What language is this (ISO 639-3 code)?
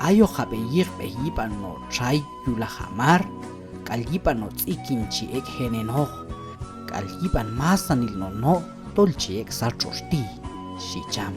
kjb